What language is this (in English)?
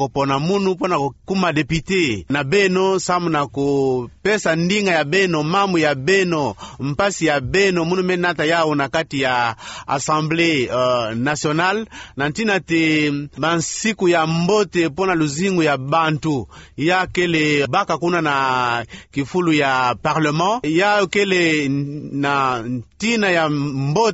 Kituba (Democratic Republic of Congo)